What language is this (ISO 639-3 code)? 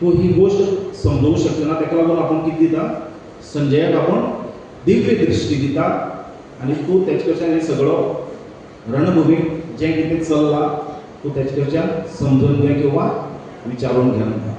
kok